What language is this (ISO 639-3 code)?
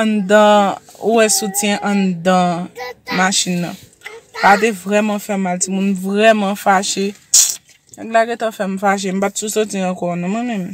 hat